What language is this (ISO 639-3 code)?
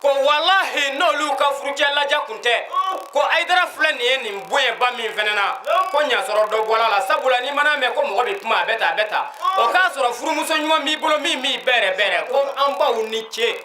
bam